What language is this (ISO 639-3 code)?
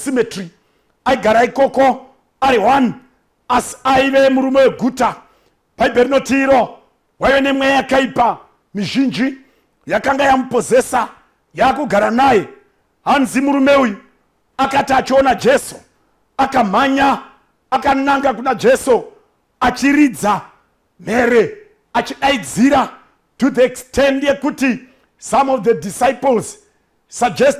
sna